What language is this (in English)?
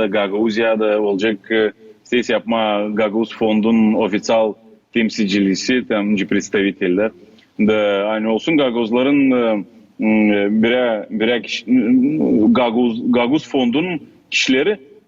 Gagauz